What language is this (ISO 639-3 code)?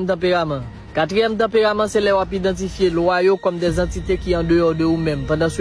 hat